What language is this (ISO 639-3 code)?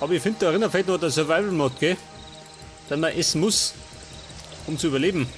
bar